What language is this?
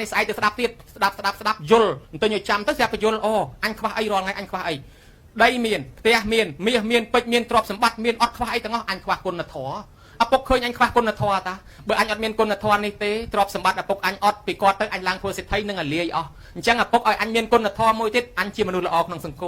Khmer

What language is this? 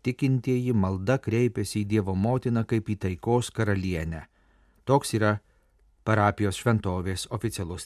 Lithuanian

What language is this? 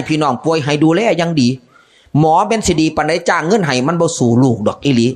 Northeastern Thai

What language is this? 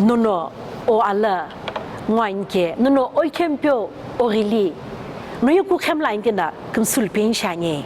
Sumi Naga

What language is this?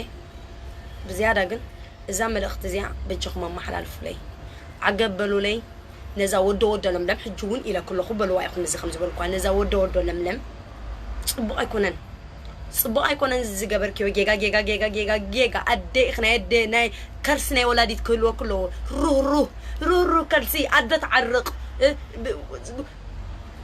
Tigrinya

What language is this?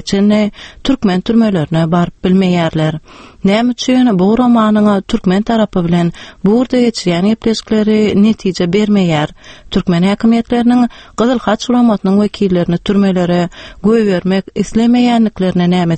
Turkmen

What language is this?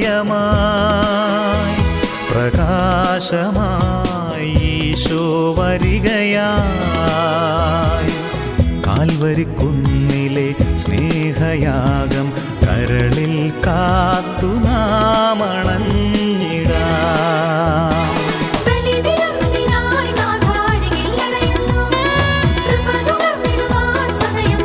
Malayalam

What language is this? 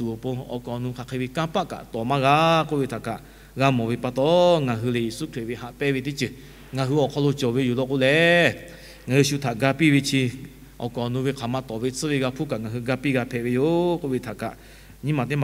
Lahu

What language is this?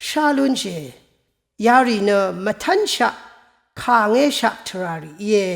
Rawang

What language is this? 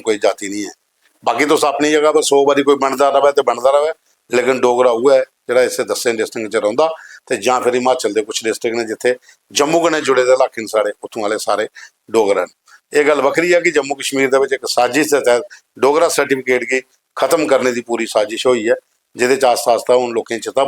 Dogri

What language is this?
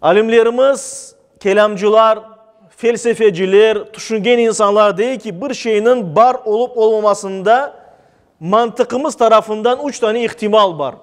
Crimean Tatar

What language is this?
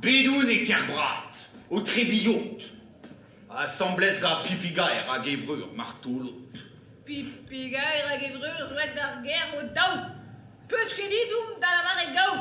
Breton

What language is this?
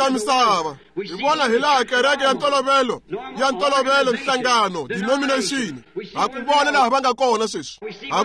Tsonga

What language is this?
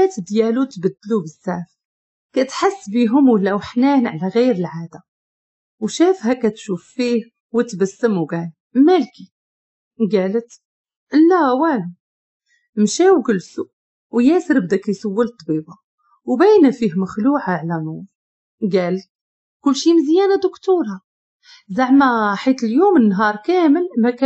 Moroccan Arabic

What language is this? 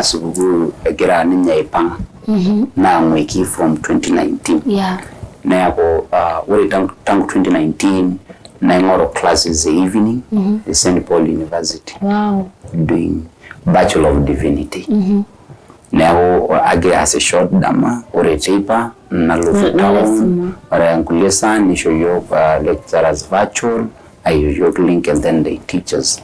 Masai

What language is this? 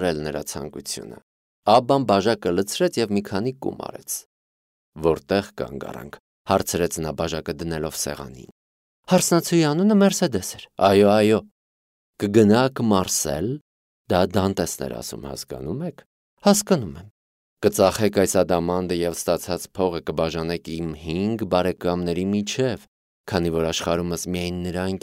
Armenian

